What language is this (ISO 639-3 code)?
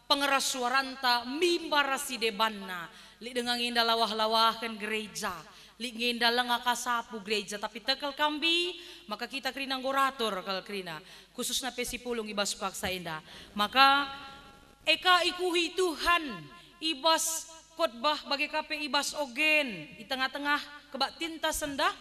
btx